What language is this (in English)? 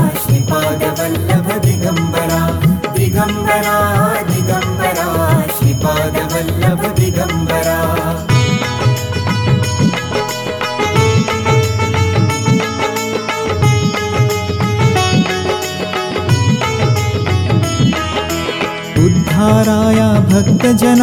Marathi